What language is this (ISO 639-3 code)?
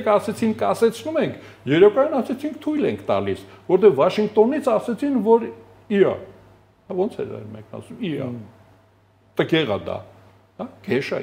hye